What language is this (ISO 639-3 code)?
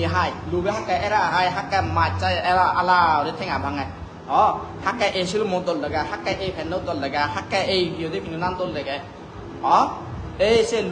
ccp